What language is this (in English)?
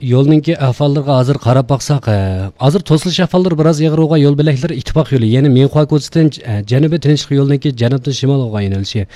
Uyghur